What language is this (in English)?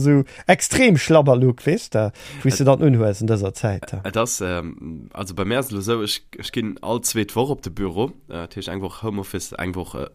Luxembourgish